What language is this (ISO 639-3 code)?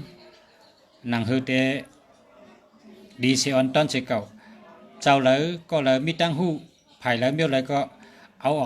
shn